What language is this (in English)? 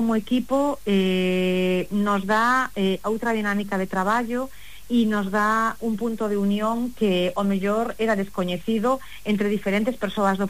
Galician